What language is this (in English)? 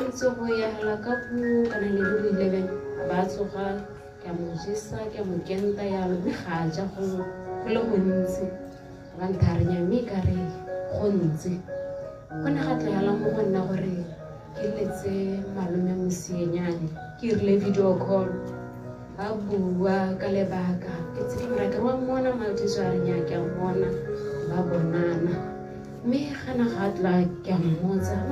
Tswana